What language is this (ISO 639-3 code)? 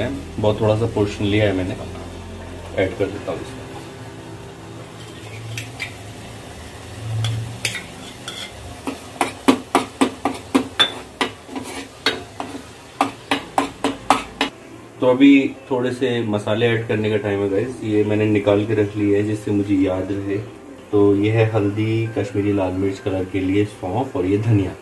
hin